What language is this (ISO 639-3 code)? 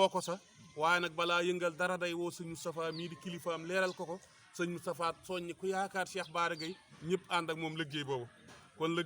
wol